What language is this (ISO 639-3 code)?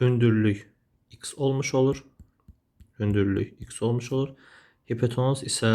aze